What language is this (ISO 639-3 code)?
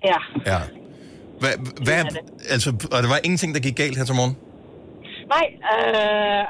dan